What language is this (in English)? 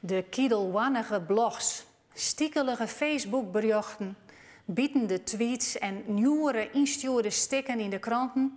Western Frisian